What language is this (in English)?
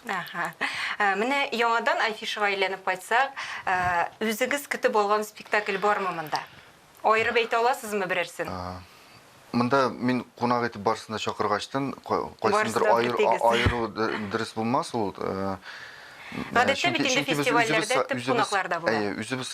Tatar